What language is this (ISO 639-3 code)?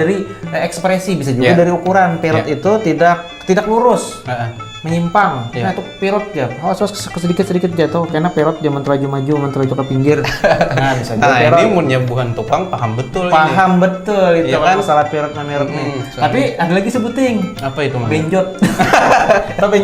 bjn